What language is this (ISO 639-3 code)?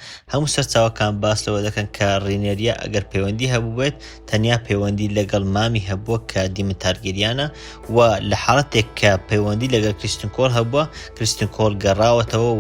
ckb